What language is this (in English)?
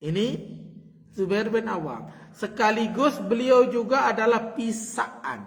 Sasak